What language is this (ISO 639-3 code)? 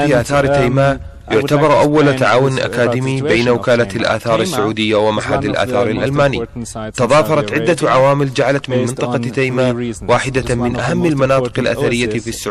ara